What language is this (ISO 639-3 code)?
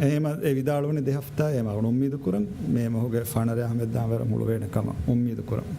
div